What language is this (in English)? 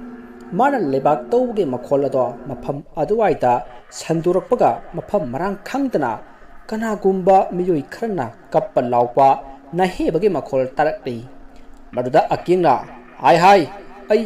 Manipuri